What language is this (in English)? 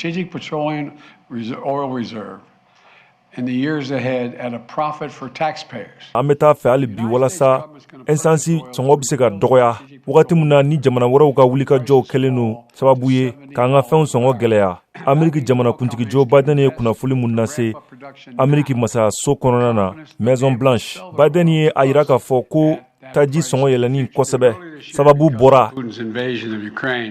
Bambara